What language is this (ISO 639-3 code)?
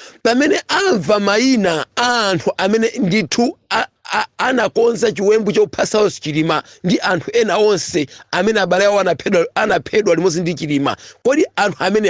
nya